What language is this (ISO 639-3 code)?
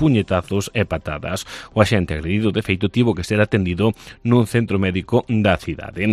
glg